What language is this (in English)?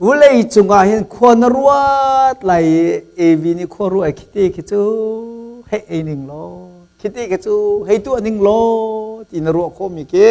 Hakha Chin